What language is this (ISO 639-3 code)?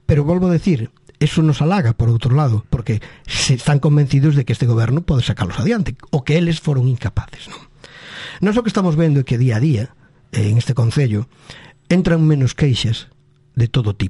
glg